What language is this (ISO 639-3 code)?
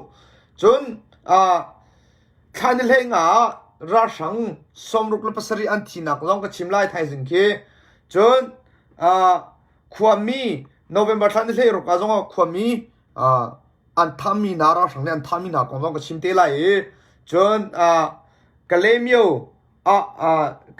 cnh